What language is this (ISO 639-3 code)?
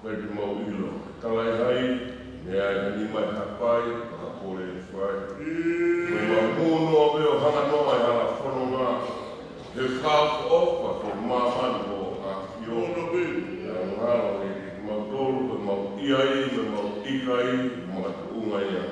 ton